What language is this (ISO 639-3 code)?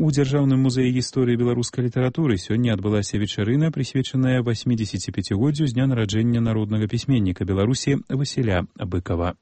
bel